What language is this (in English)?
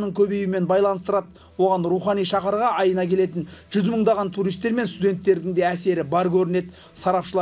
Kazakh